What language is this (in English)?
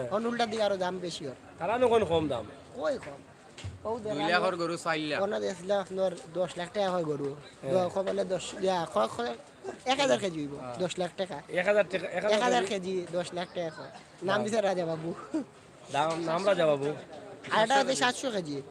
Sylheti